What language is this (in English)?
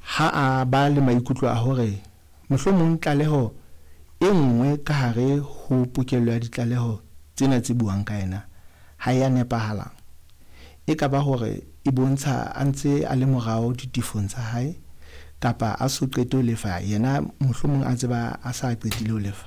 Southern Sotho